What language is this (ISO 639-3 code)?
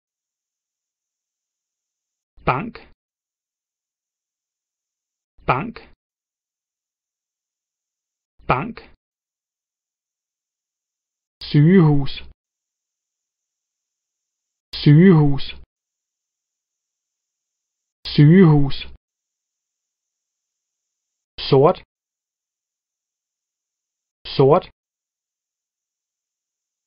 dan